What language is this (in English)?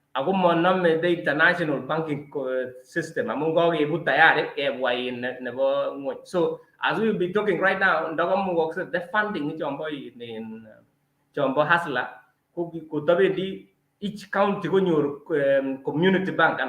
Kalenjin